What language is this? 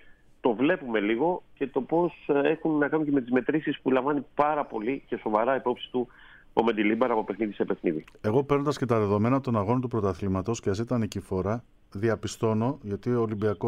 Greek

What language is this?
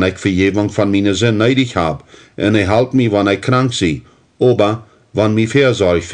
Plautdietsch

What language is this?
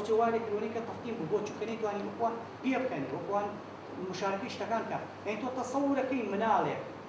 Central Kurdish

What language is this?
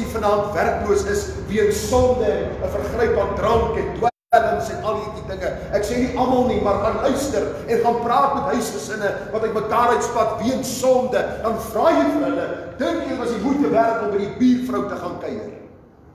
Afrikaans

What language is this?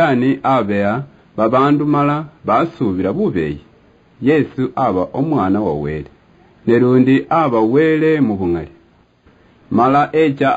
Luyia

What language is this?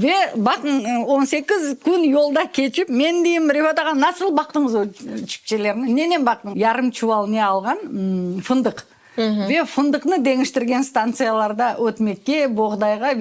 Crimean Tatar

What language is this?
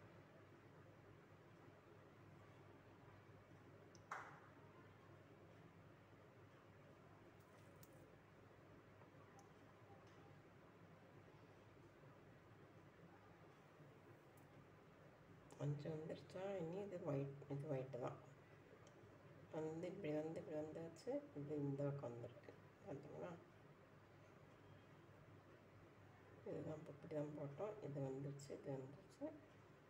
Tamil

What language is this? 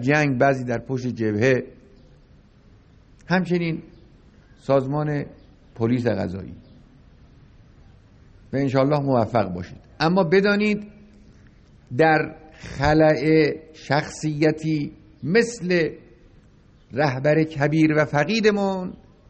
Persian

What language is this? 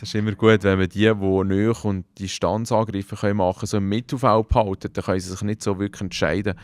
Swiss German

